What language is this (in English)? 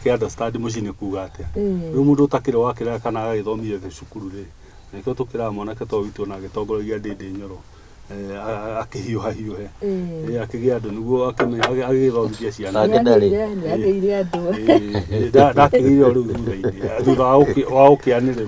Kikuyu